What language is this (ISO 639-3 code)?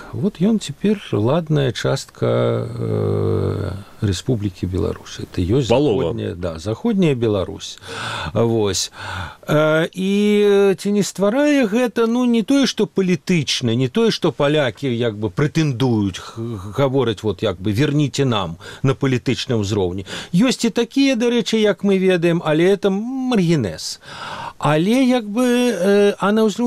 bel